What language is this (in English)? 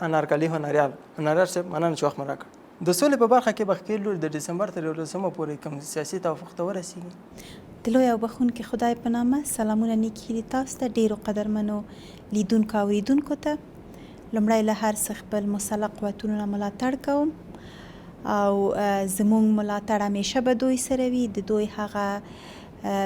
Pashto